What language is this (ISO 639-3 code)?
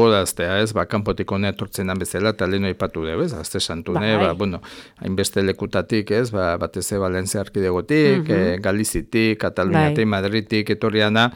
eus